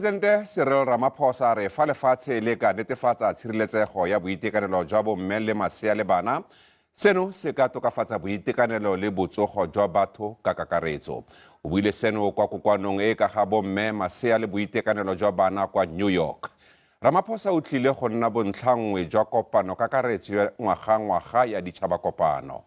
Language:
Tswana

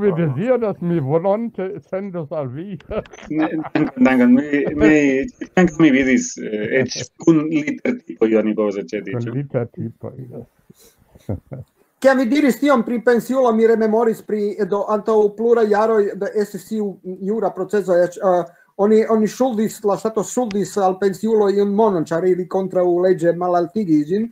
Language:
Esperanto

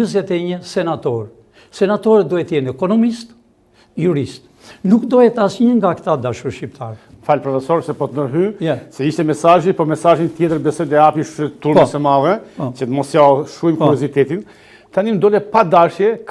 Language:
Albanian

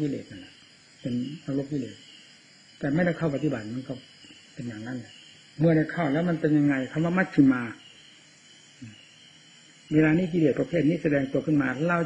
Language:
Thai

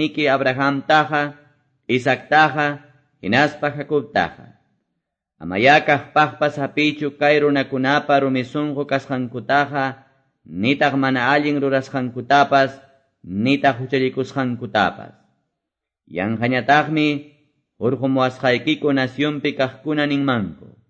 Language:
Quechua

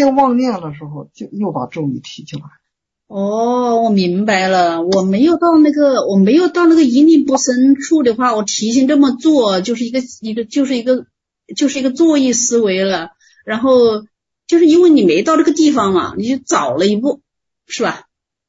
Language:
Chinese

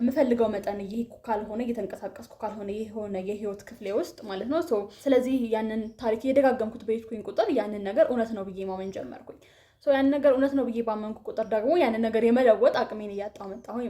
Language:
Amharic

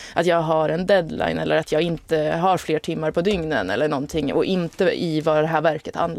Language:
Swedish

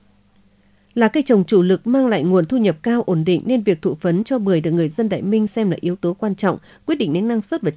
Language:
Vietnamese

